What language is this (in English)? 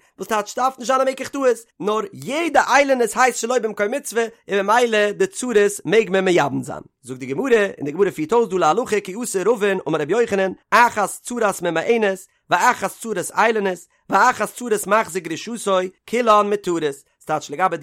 Yiddish